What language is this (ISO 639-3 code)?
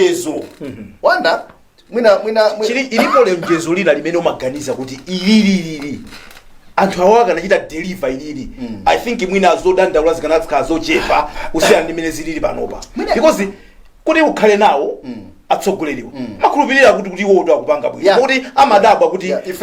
nya